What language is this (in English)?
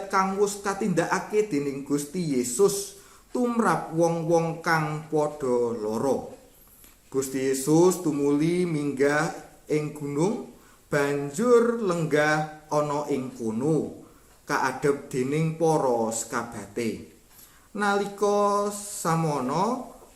Javanese